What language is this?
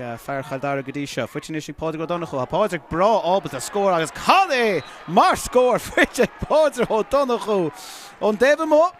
Irish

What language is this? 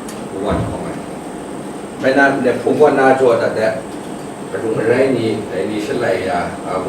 Kachin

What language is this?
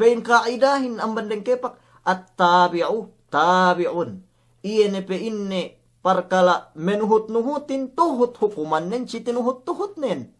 Yakan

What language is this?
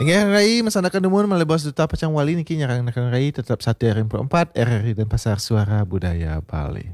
Balinese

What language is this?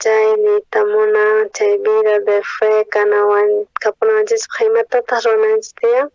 South Bolivian Quechua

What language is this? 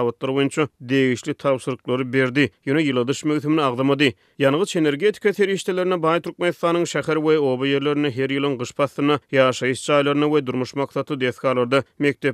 Turkmen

